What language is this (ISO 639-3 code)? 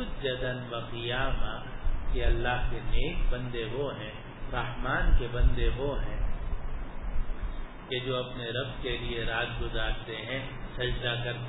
urd